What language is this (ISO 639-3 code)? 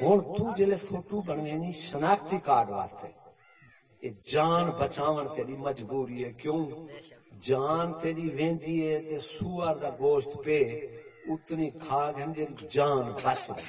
skr